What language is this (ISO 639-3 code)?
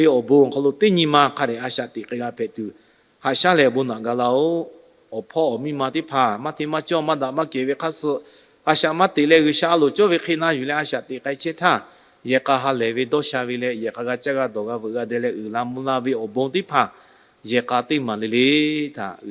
lhu